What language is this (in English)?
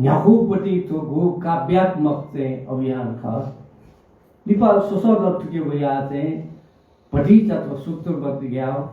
Newari